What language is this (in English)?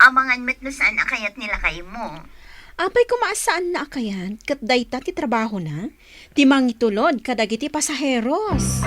Iloko